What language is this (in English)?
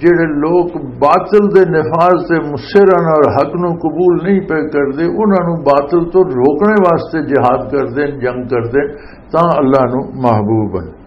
Western Panjabi